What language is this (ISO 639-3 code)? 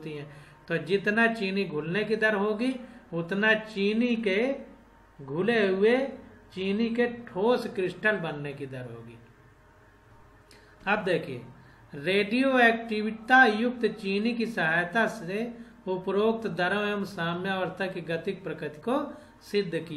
hin